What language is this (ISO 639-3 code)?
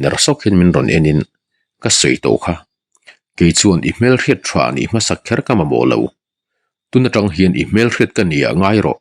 lus